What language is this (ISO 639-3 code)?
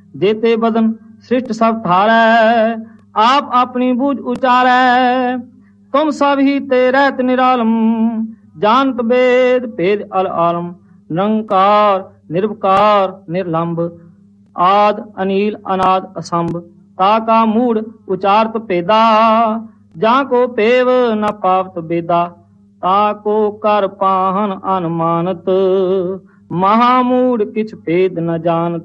pan